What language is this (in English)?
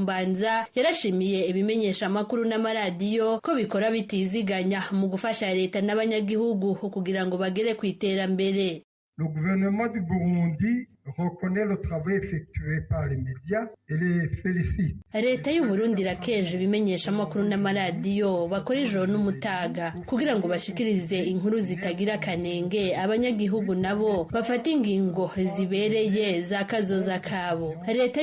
Rundi